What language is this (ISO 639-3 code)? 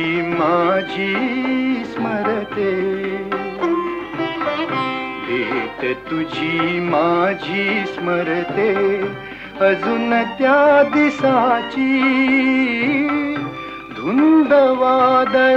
mar